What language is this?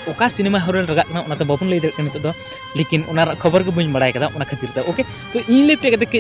Santali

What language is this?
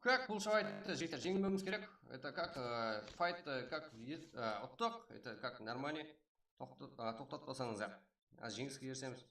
Kara-Kalpak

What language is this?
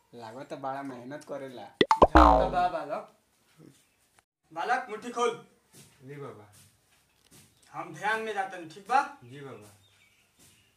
Bhojpuri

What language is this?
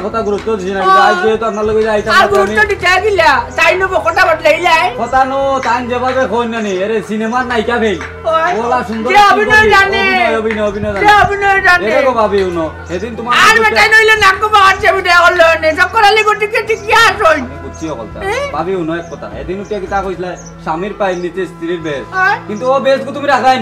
Sylheti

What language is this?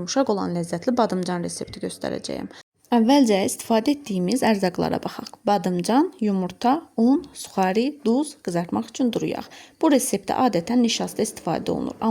Azerbaijani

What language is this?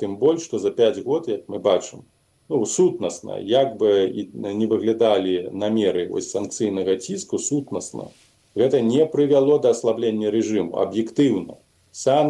Belarusian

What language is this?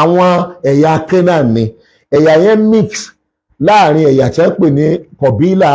Yoruba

